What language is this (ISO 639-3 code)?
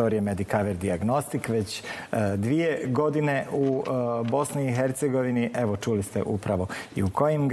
bos